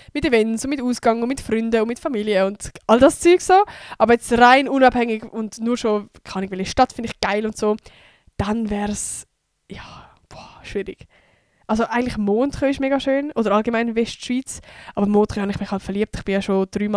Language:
Swiss German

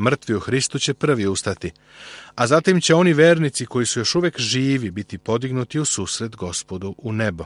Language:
Serbian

